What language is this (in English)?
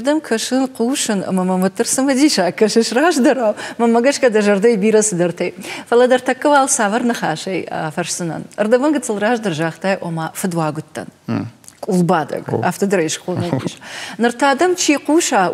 Ossetic